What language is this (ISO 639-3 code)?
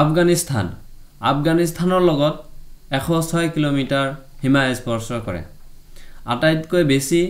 asm